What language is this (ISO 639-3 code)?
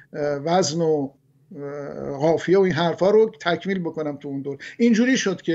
fas